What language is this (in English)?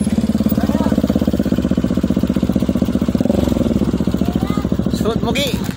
Filipino